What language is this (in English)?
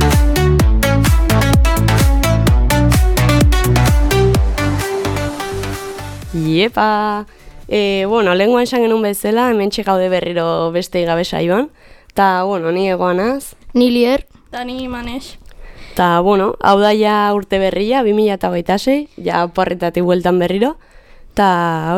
Basque